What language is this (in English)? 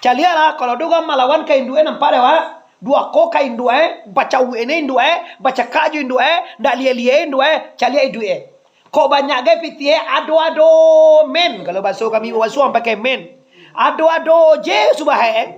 Minangkabau